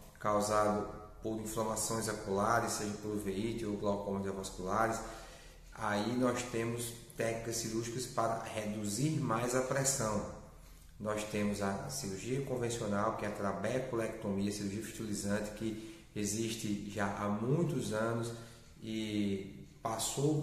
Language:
Portuguese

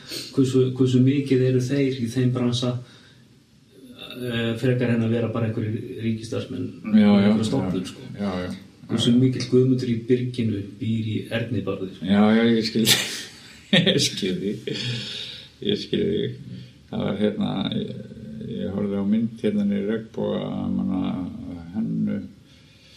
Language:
Icelandic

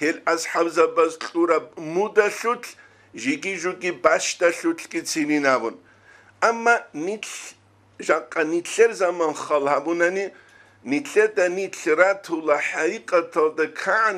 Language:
Avaric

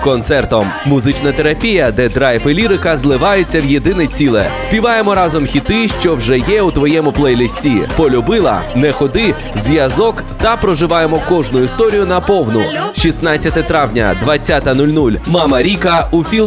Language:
Ukrainian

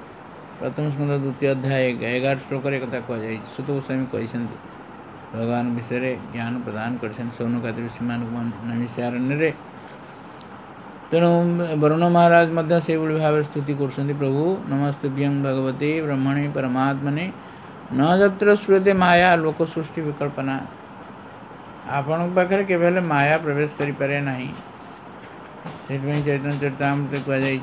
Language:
Odia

